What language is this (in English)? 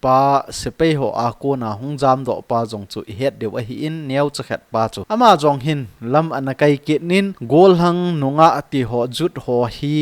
Thado Chin